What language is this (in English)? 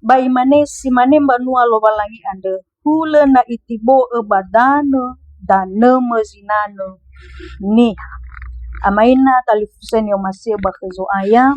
Nias